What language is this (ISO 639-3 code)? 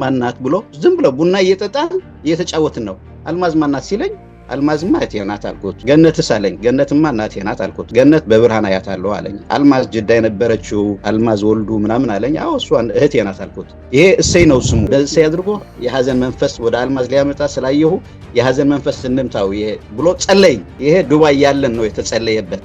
amh